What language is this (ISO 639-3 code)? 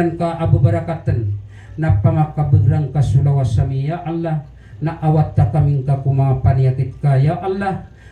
mrw